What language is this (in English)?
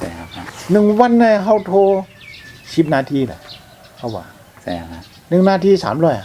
Shan